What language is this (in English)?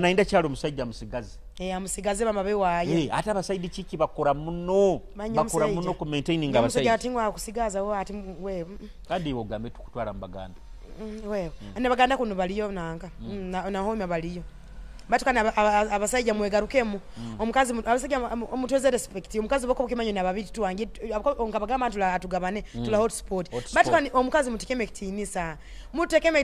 Nyoro